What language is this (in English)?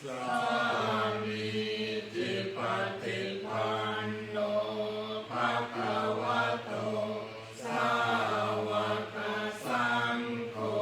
Pali